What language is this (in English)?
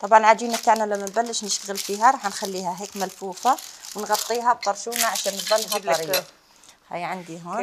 Algerian Arabic